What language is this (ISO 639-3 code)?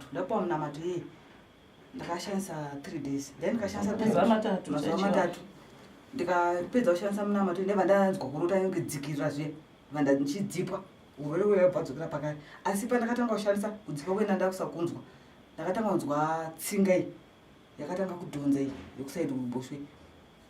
sna